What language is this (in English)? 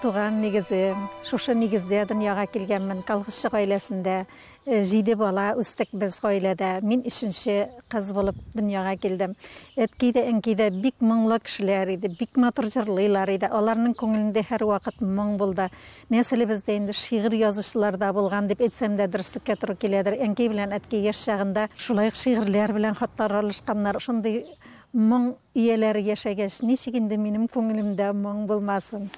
Tatar